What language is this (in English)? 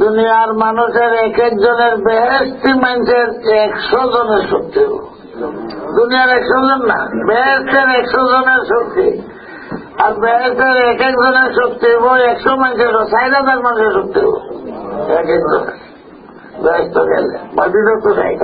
Sylheti